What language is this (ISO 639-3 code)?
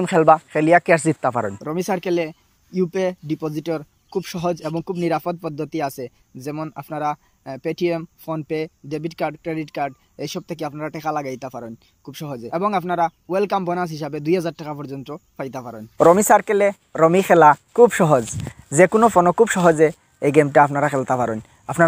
syl